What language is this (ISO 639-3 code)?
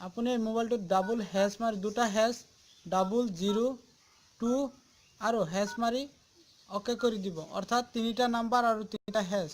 asm